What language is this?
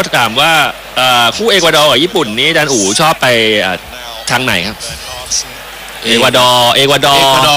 Thai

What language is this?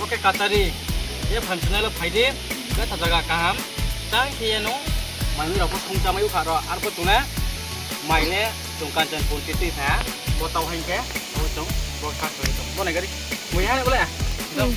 Riang (India)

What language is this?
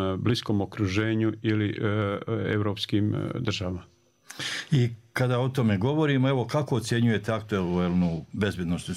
Bosnian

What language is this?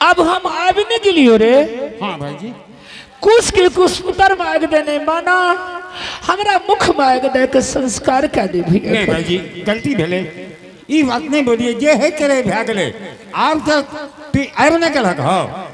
Angika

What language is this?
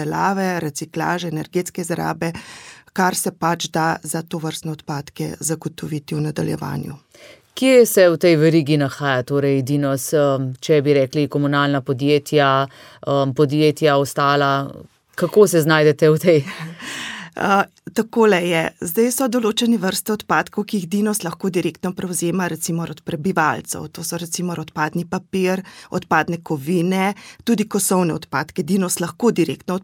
Slovenian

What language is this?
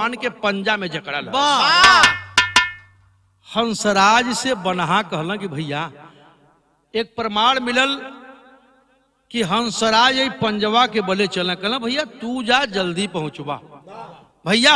Bhojpuri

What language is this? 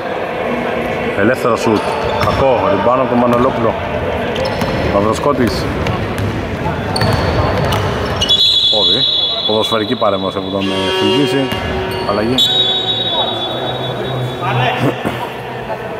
Greek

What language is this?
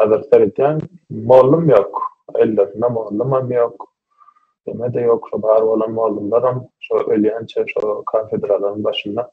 Turkmen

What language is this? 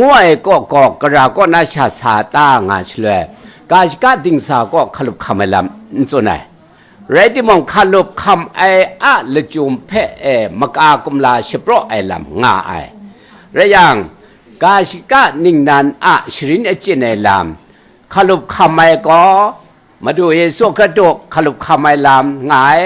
Kachin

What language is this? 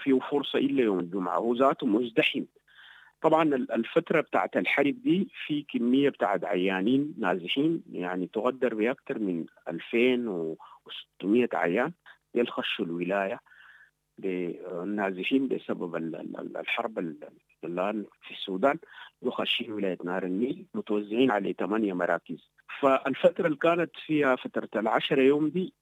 Sudanese Arabic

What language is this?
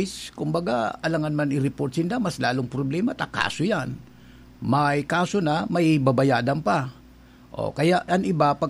Bikol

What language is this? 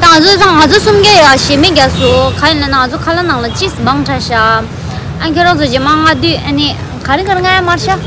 Tibetan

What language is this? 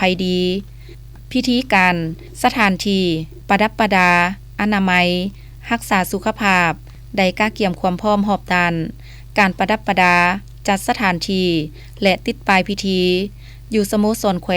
Lao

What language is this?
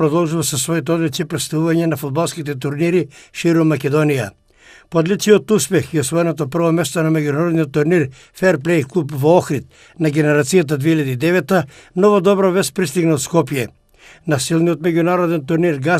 Macedonian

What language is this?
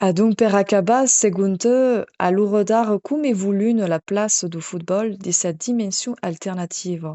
Occitan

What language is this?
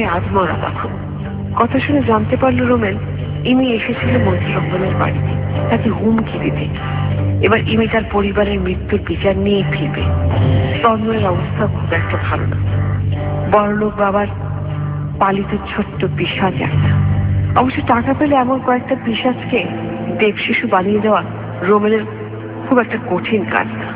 Bangla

